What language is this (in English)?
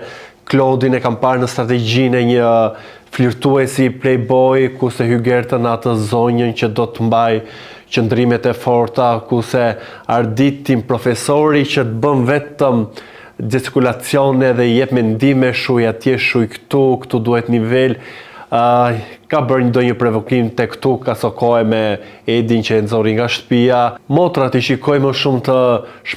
Albanian